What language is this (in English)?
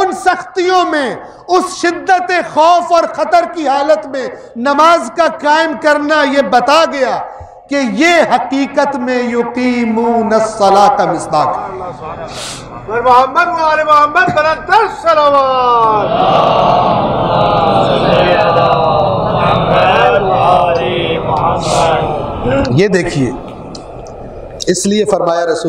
Urdu